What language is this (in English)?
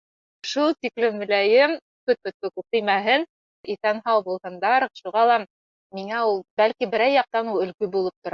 Bashkir